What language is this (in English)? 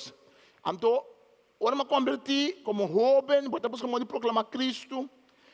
Papiamento